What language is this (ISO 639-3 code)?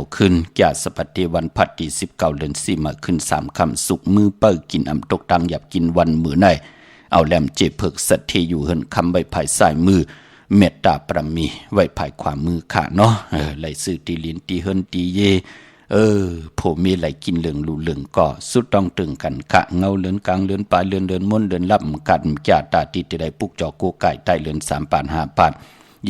shn